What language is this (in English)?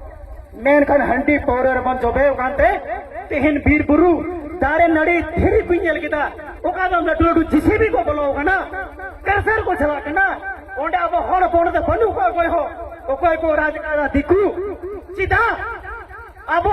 Santali